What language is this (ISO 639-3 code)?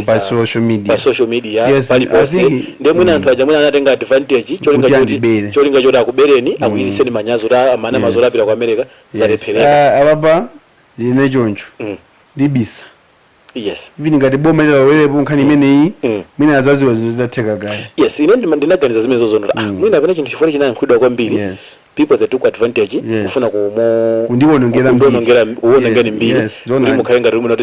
nya